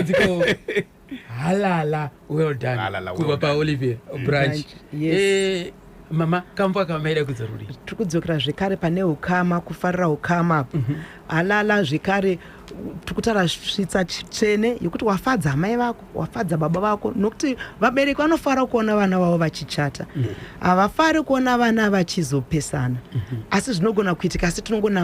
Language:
Shona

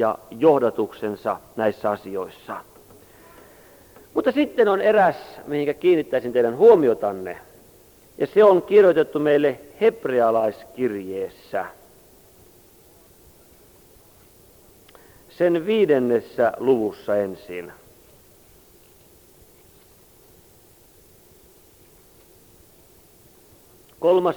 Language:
Finnish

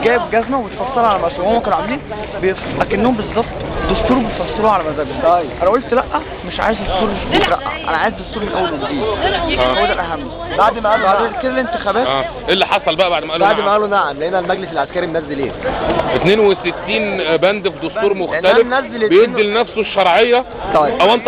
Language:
Egyptian Arabic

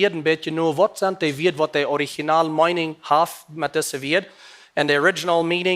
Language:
Plautdietsch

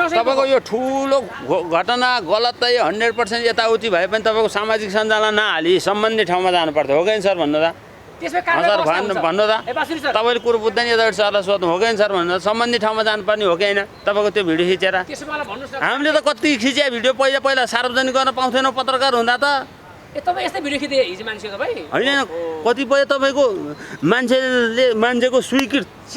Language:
Nepali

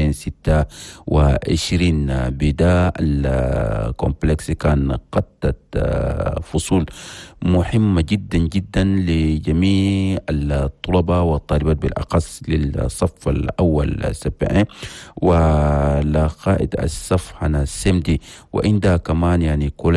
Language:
Chadian Arabic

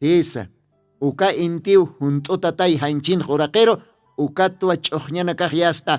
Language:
Aymara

